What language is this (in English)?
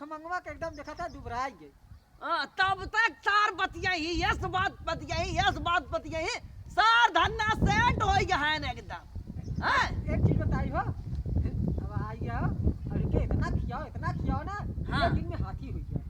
Awadhi